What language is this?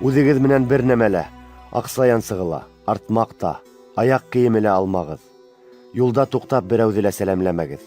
Bashkir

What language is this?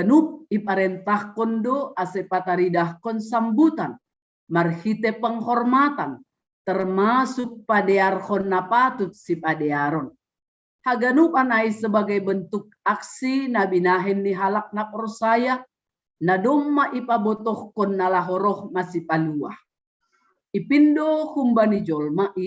Batak Simalungun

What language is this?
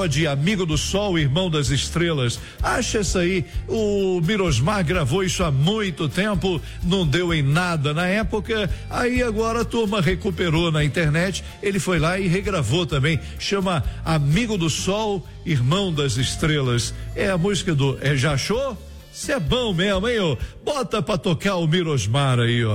Portuguese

